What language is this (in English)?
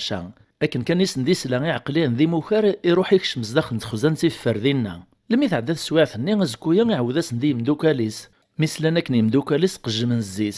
Kabyle